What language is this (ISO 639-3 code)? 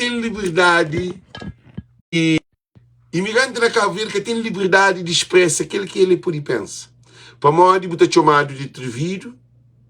kea